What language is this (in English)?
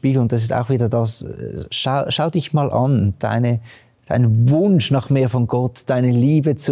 Swiss German